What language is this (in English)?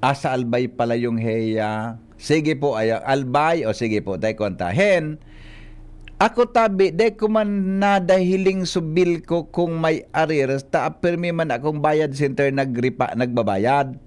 Bikol